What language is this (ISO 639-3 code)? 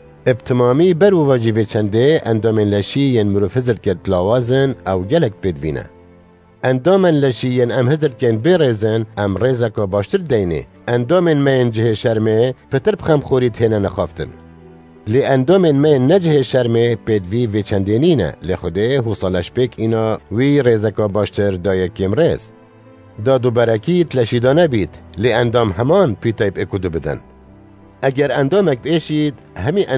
kur